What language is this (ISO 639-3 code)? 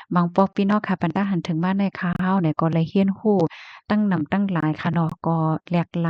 shn